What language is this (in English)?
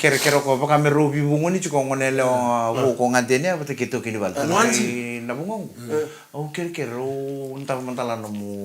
Fijian